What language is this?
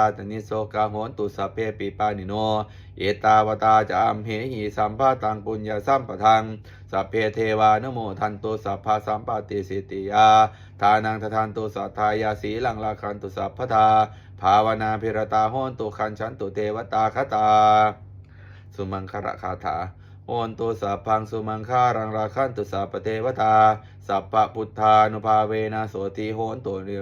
Pali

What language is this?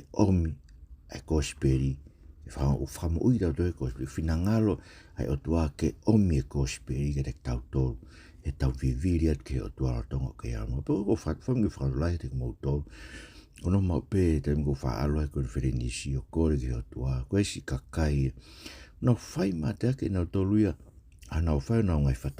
Tongan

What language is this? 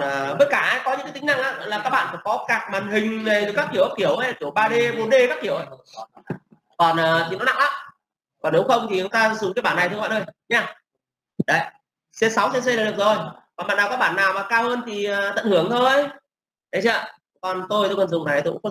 Vietnamese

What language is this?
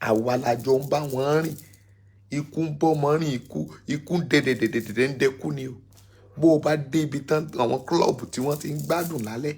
Yoruba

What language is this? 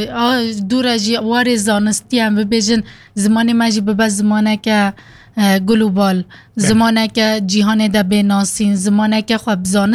Kurdish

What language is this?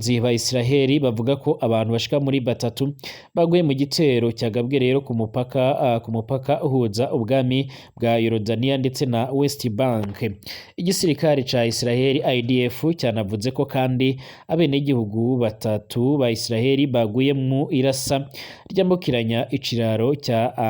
Rundi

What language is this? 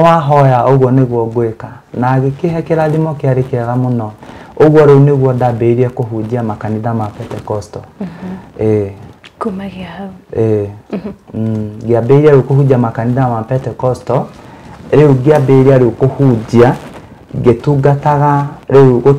Kikuyu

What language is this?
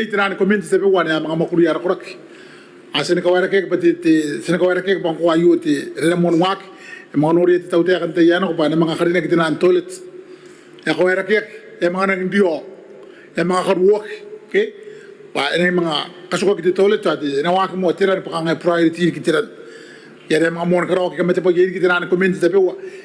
Gilbertese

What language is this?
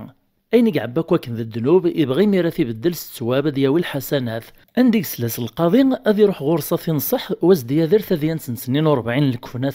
Kabyle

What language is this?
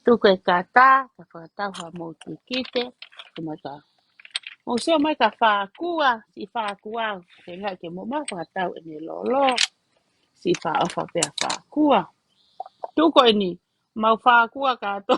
Tongan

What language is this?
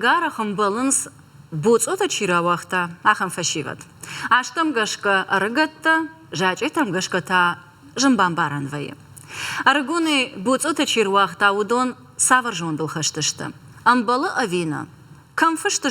Ossetic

